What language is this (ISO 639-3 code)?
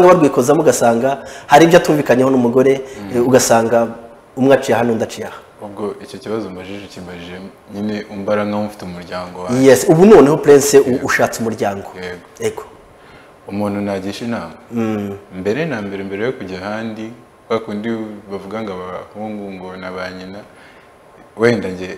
kin